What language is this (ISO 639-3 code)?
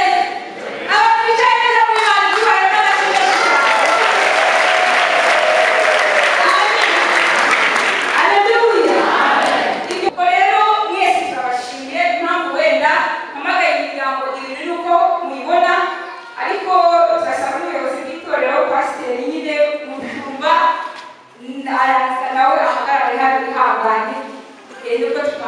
kin